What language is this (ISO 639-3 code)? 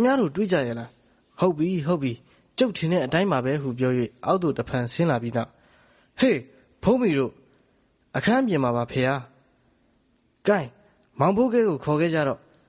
mya